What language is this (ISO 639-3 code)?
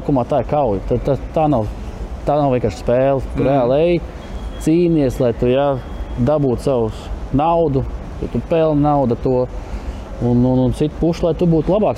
lav